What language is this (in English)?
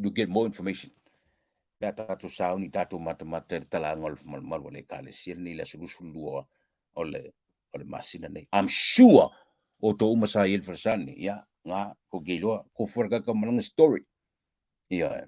Samoan